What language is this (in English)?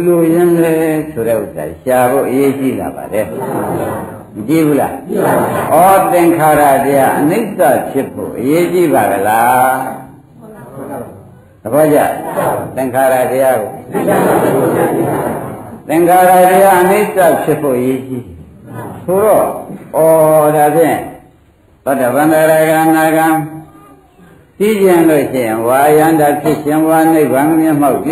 Burmese